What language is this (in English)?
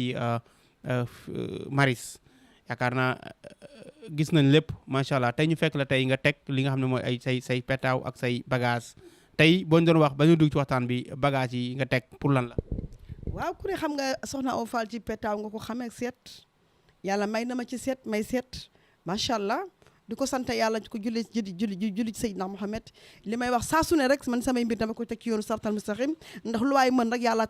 Wolof